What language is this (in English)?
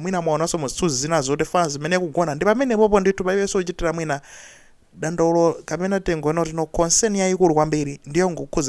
Nyanja